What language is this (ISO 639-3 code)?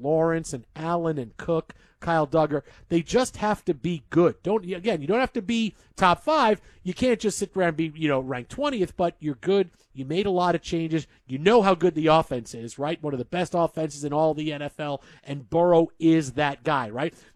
eng